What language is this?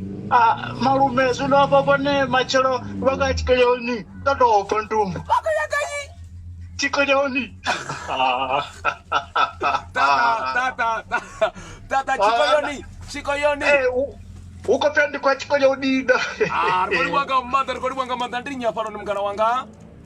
Venda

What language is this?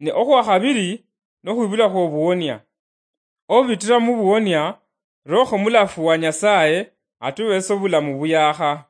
Luyia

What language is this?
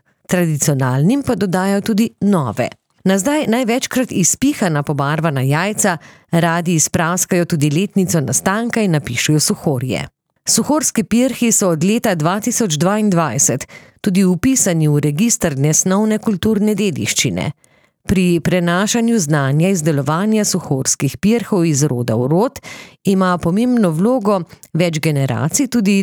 Slovenian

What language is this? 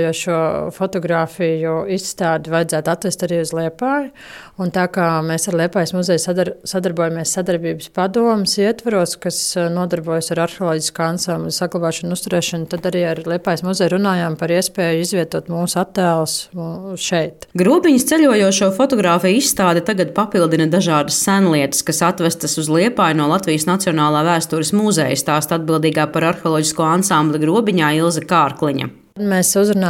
Latvian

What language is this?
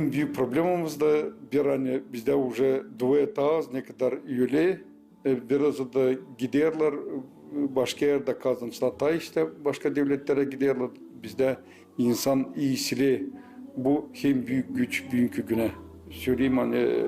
Gagauz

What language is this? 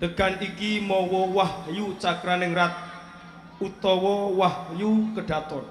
Javanese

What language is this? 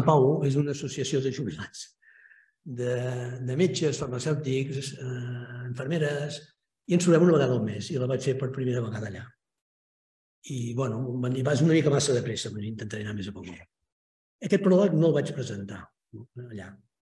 Catalan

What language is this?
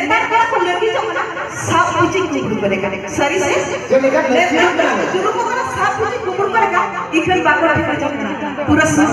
Santali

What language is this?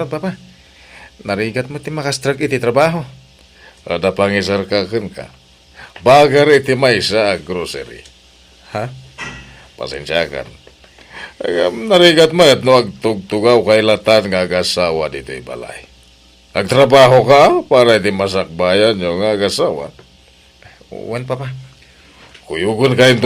Iloko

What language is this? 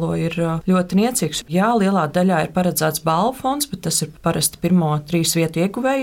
Latvian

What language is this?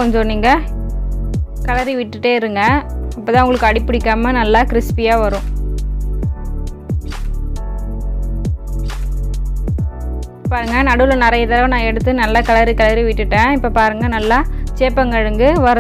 Tamil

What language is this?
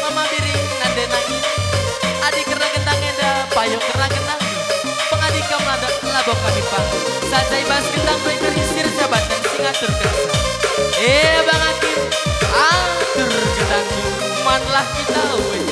Batak Karo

